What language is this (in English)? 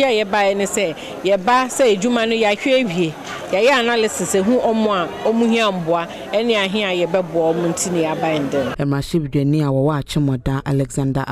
Akan